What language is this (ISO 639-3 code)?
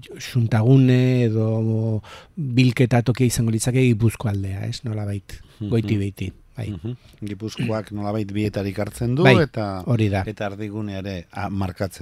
eus